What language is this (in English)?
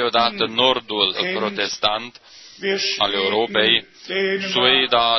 Romanian